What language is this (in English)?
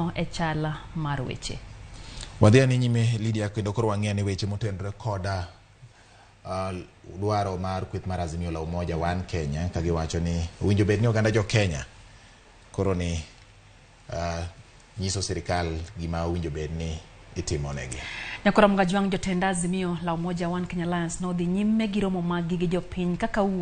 Luo (Kenya and Tanzania)